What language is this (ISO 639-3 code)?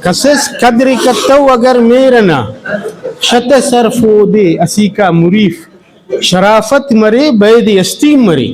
brh